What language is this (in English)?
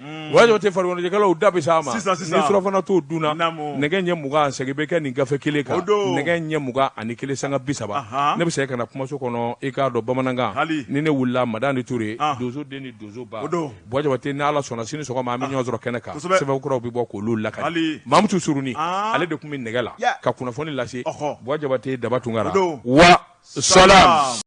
Bambara